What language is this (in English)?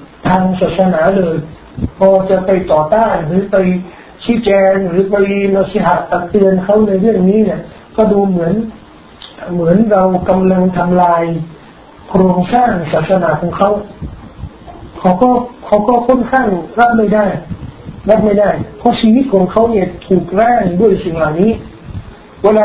Thai